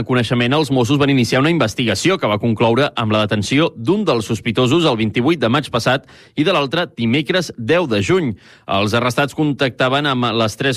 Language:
Catalan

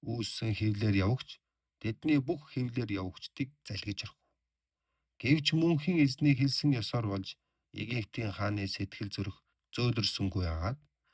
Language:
Mongolian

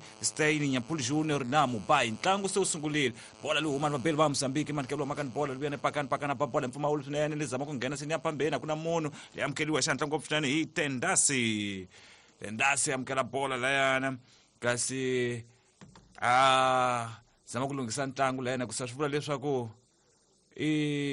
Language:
Tsonga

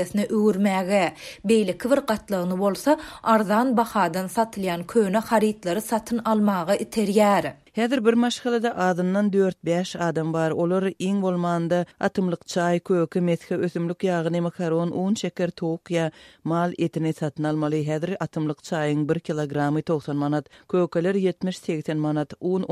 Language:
Turkmen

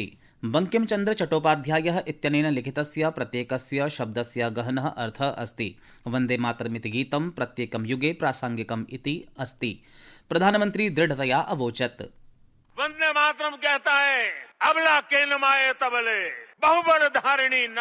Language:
Sanskrit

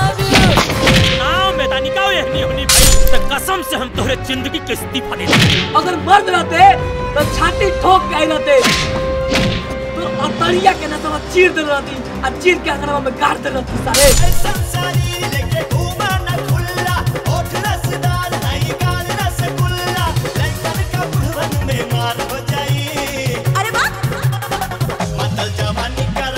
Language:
Bhojpuri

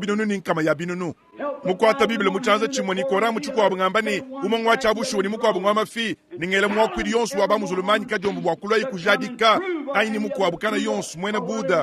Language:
Luba-Lulua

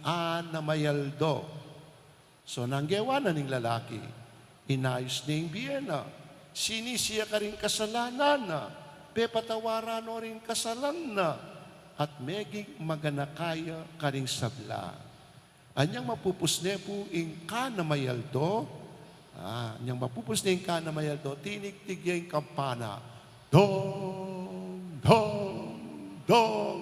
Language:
Pampanga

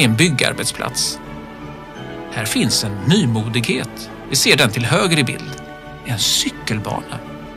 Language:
Swedish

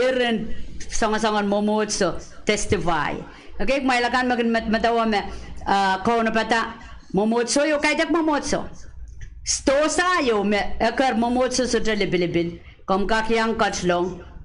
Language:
Pohnpeian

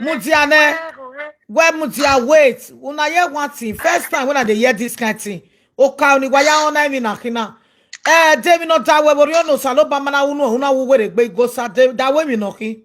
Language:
Nigerian Pidgin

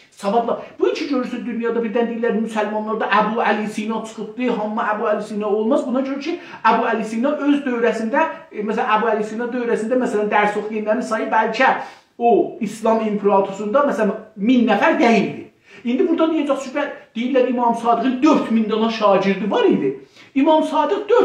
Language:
South Azerbaijani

